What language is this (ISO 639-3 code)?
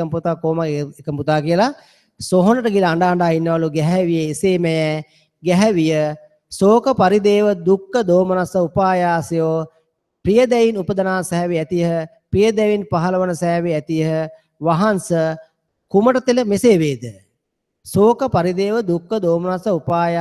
sin